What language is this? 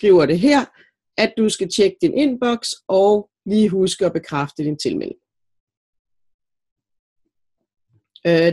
Danish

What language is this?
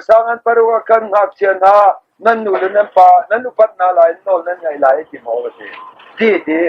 Hakha Chin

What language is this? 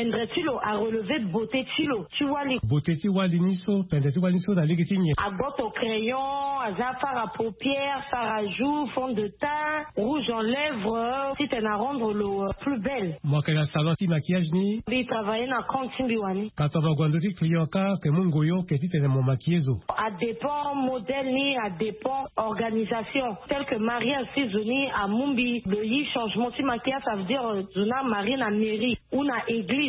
Sango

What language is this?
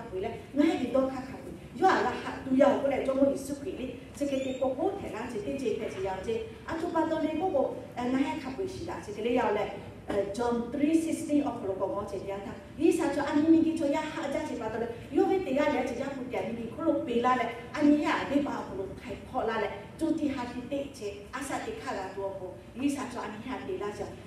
Lahu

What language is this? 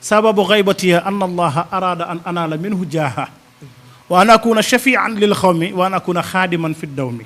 Wolof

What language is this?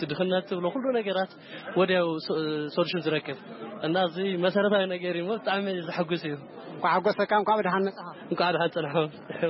Tigrinya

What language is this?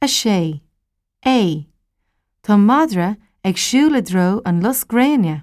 Irish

